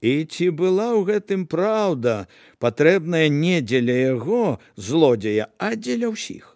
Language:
Belarusian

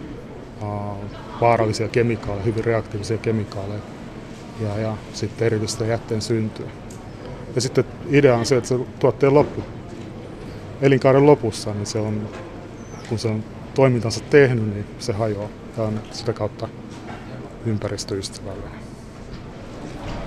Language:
Finnish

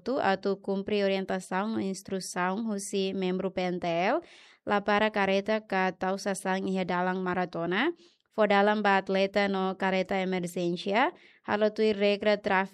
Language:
Tetum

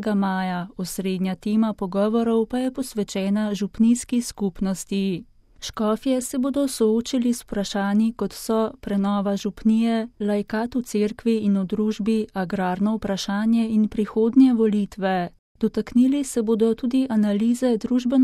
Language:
Slovenian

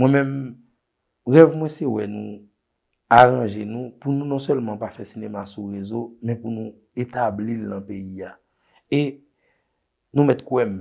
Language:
Haitian Creole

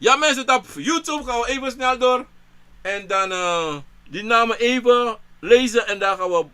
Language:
Sranan Tongo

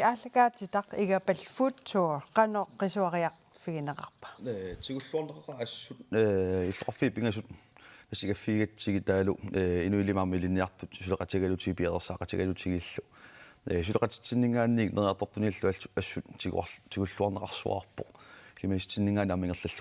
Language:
Kalaallisut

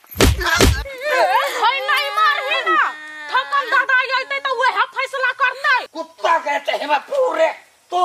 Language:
Hindi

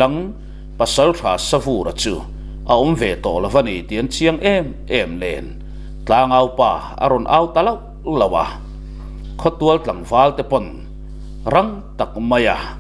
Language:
Mizo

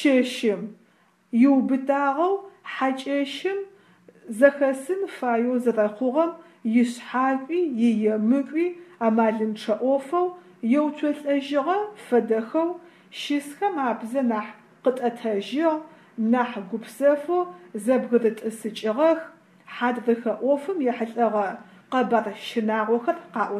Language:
Adyghe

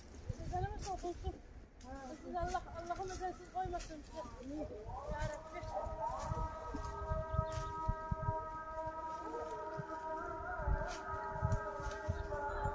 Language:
Turkish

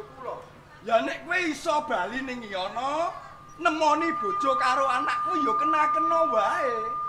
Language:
Javanese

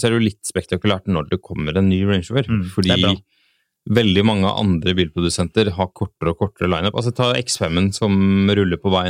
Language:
Norwegian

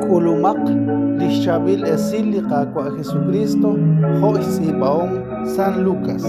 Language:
Kekchí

